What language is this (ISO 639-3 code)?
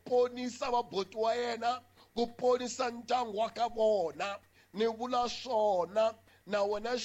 tso